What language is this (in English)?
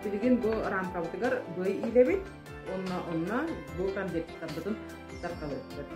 Yakut